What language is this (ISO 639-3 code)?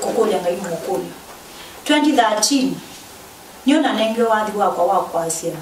kam